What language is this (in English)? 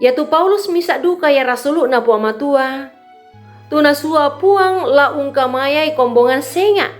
Toraja-Sa'dan